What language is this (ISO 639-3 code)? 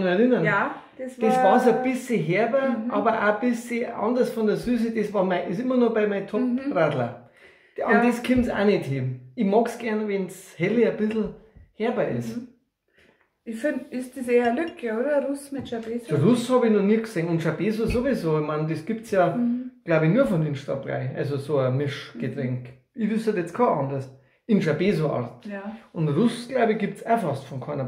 bar